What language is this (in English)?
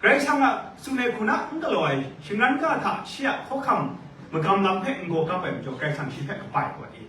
Kachin